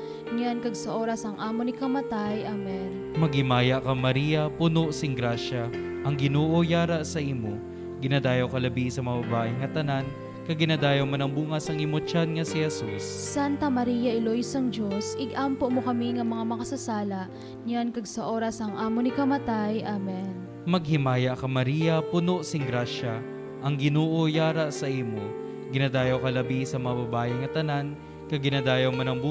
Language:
Hiligaynon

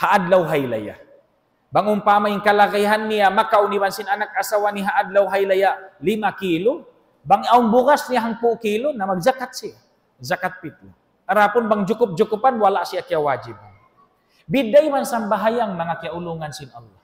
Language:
Tausug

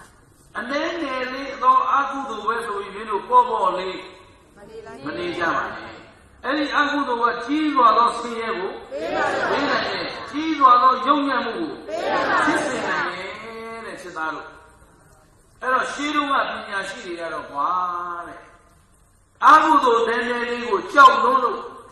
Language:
Burmese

